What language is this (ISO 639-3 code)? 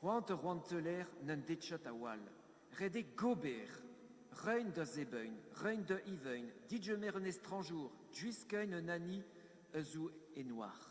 bre